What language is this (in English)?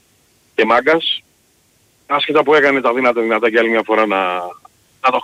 Greek